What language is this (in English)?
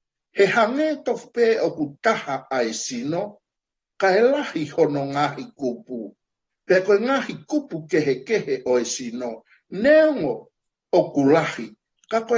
Tongan